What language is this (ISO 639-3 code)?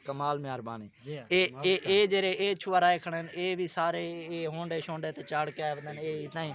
skr